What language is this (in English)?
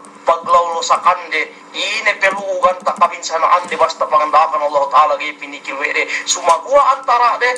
Yakan